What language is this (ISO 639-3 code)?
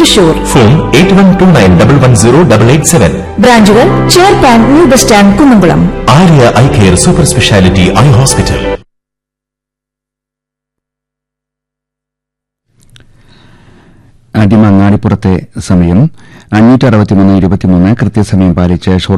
mal